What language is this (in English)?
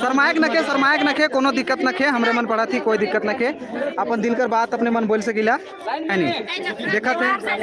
Sadri